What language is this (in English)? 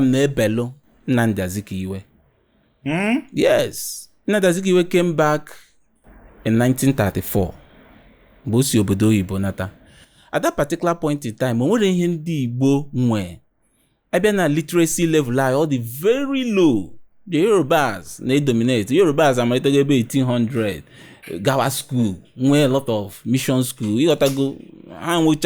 Igbo